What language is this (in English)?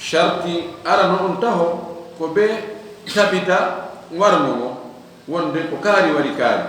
Fula